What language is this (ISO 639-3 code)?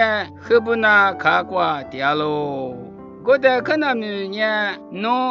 lis